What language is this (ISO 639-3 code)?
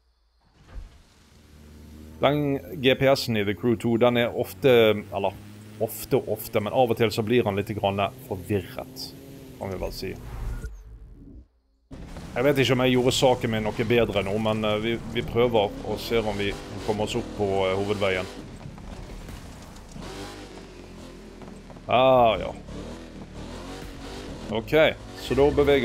nor